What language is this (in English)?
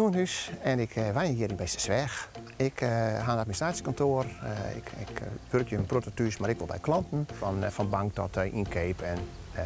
Western Frisian